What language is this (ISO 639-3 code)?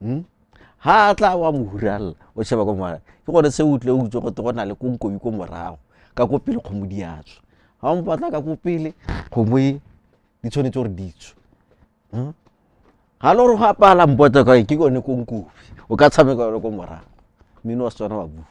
tsn